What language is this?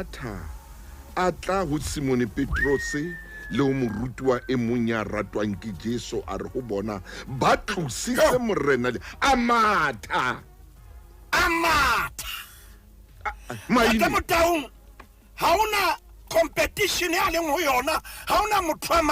Southern Sotho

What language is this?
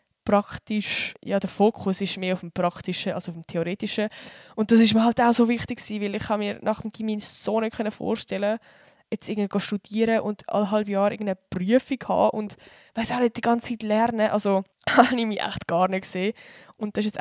Swiss German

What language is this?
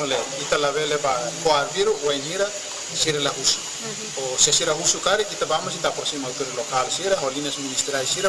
Tetum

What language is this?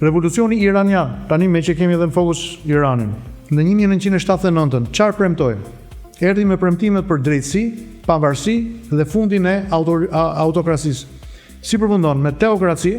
Albanian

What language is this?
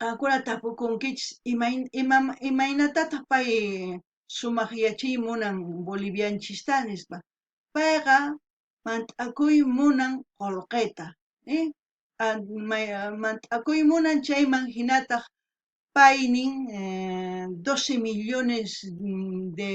South Bolivian Quechua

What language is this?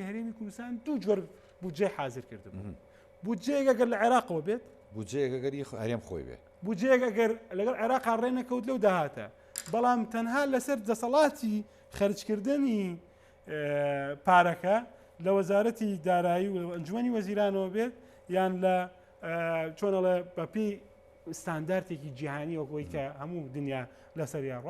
Central Kurdish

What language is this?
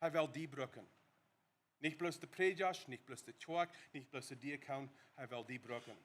Plautdietsch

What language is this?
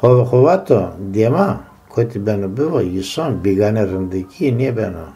Zaza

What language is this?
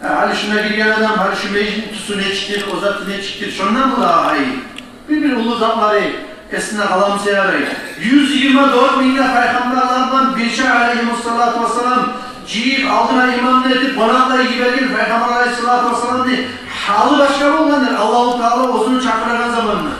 Kumyk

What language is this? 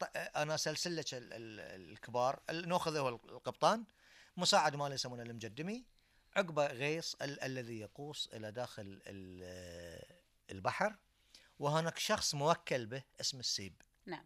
Gulf Arabic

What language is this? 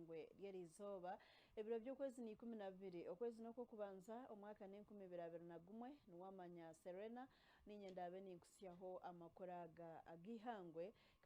Nyankole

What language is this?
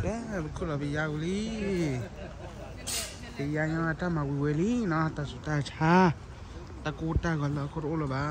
S'gaw Karen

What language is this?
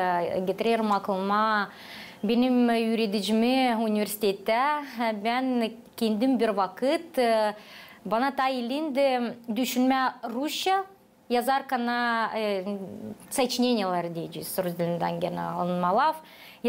Gagauz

